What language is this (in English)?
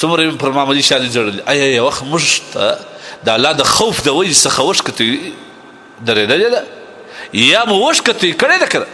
Pashto